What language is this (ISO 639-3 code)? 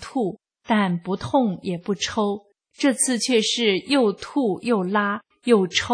zho